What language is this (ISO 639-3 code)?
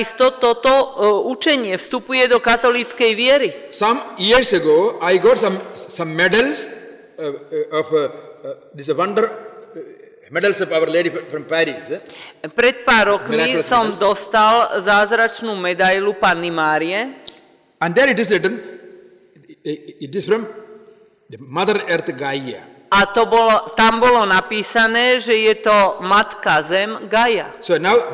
slk